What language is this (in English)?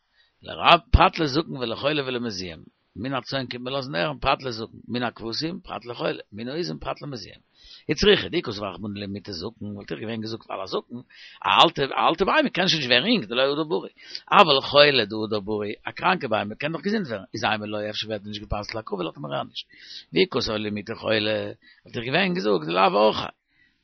Yiddish